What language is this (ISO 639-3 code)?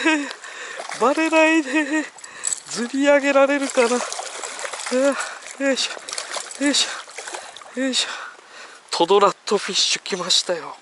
jpn